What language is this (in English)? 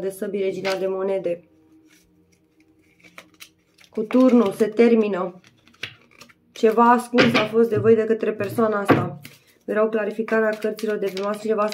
Romanian